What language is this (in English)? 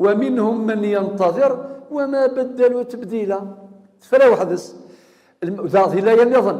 Kabyle